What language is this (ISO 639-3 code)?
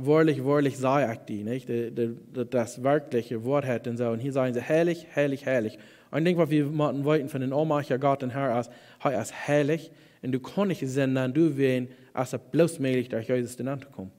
pdt